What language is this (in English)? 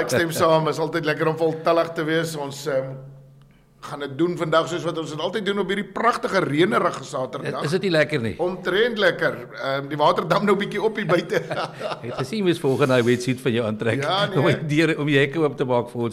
Afrikaans